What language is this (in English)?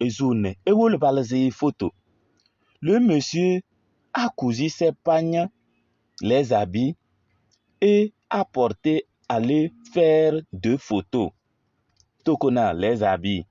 Kabiyè